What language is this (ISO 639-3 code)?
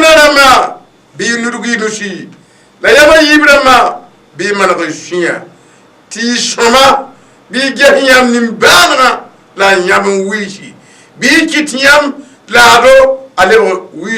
mos